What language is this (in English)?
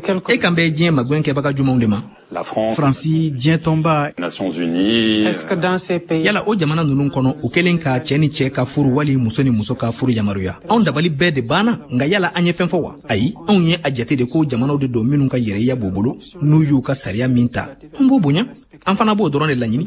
Bambara